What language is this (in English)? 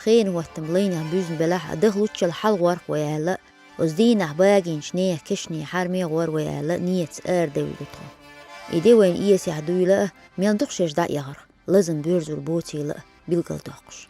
Chechen